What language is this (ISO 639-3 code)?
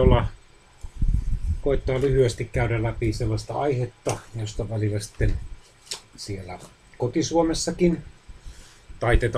fin